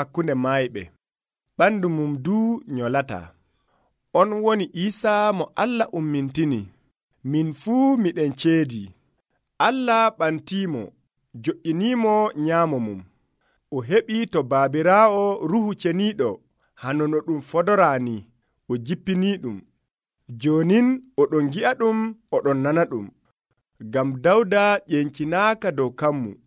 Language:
Nigerian Fulfulde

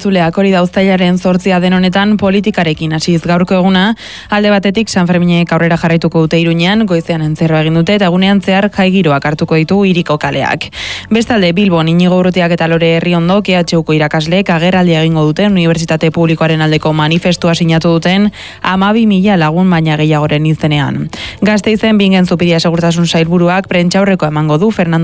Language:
Basque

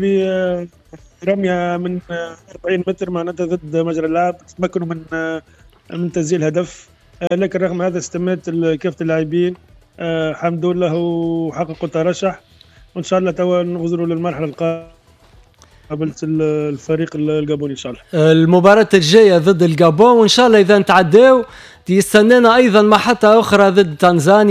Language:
Tunisian Arabic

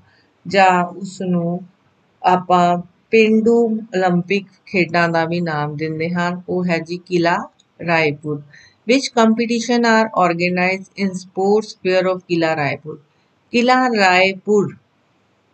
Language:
Punjabi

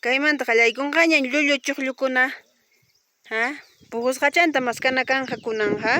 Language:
Ayacucho Quechua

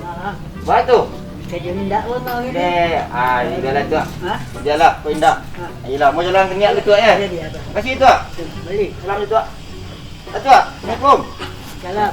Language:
Minangkabau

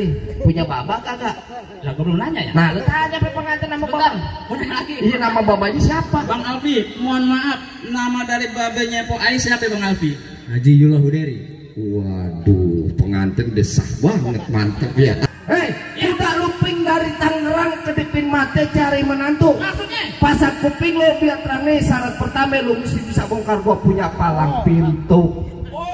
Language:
Betawi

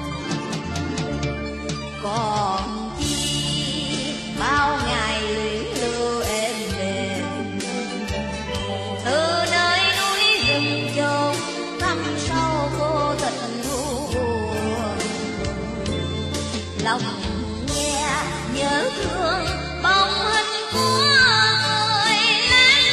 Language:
Vietnamese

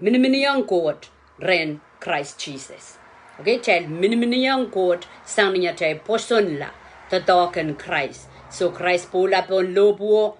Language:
Pohnpeian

